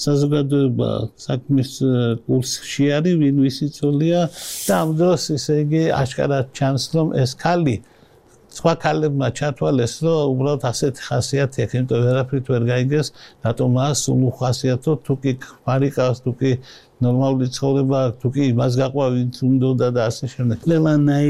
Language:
Georgian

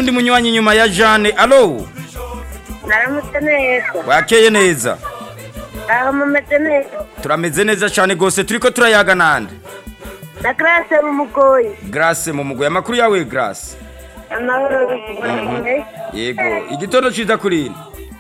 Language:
Rundi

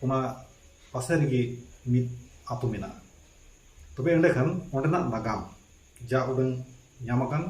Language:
Santali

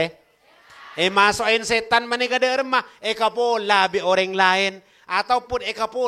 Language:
Madurese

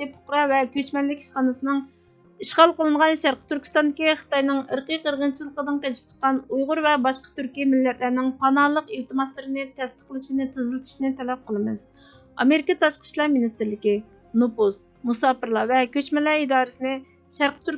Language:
Uyghur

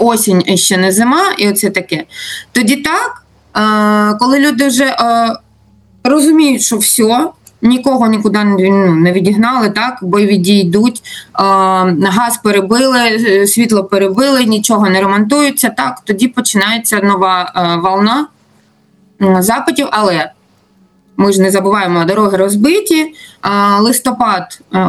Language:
Ukrainian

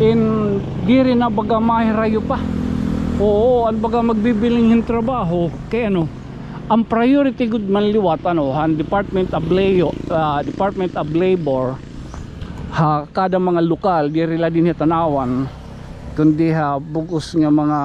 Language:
Waray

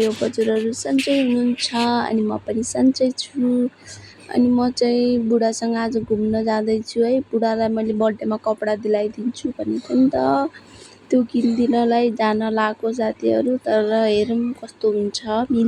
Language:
Nepali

